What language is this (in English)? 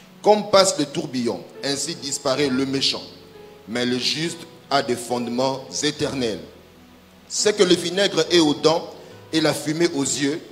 French